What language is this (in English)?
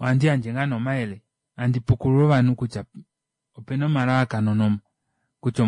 Kuanyama